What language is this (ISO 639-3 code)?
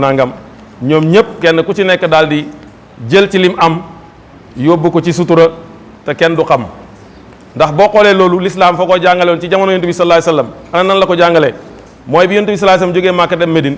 wol